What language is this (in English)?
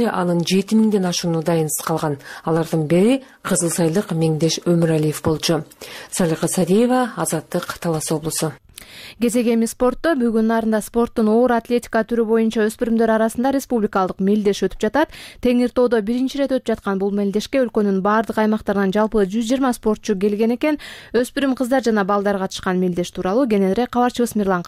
Kyrgyz